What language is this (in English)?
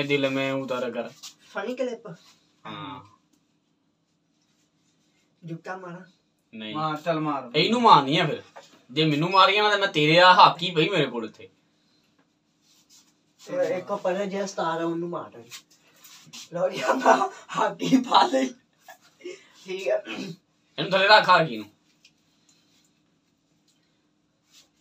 Punjabi